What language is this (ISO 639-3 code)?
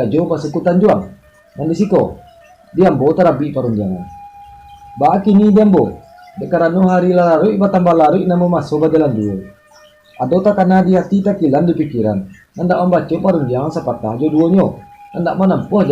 min